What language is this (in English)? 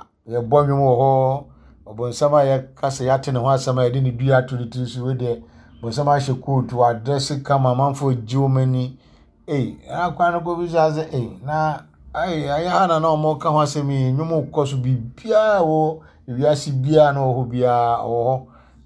Akan